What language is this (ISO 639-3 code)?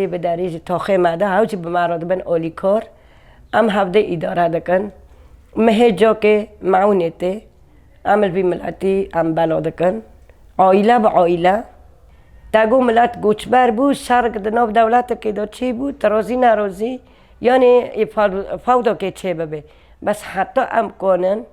kur